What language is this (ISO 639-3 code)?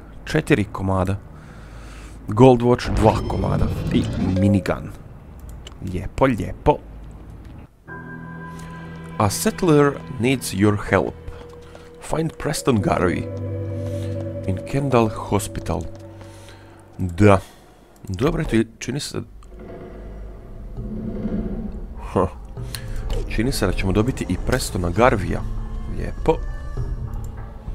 hrv